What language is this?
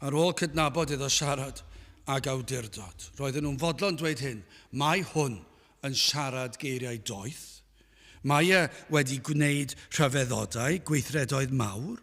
Welsh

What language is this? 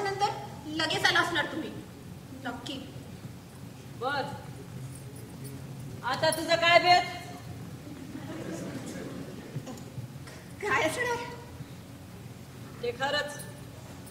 Marathi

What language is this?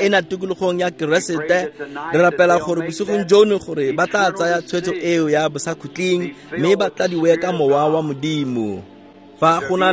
Tswana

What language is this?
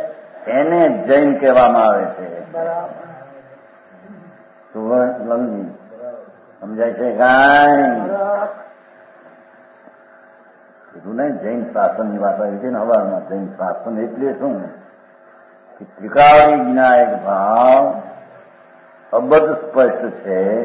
Gujarati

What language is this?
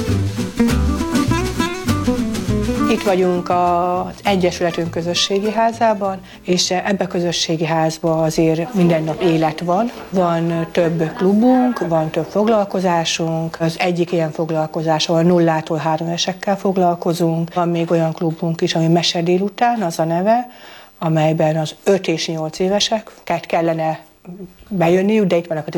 Hungarian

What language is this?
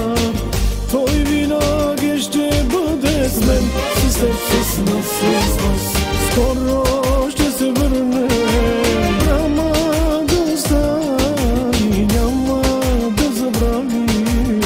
Bulgarian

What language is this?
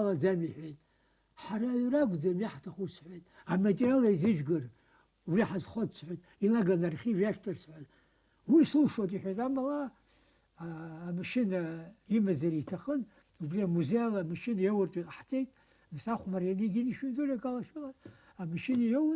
Abkhazian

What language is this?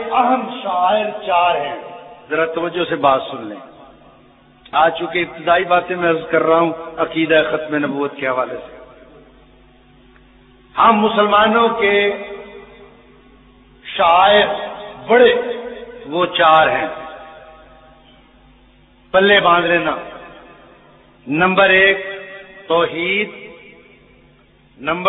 Urdu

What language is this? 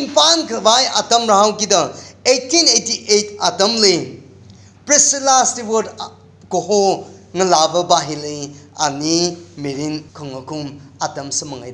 Tangkhul Naga (India)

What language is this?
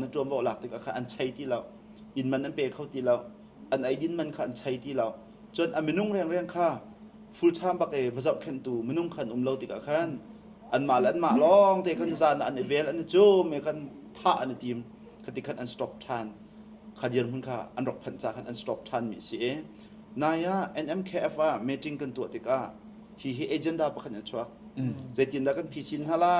Hakha Chin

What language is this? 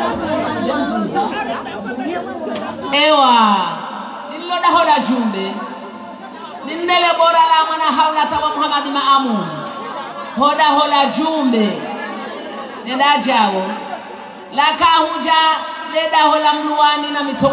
Swahili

